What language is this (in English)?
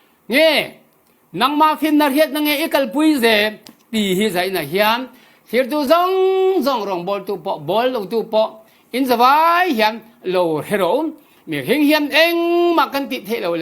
Falam Chin